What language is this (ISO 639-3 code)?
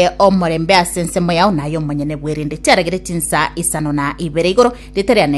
guz